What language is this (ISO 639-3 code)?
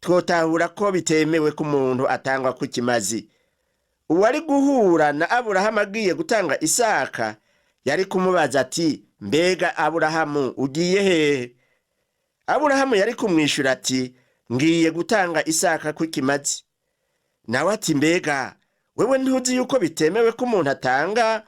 run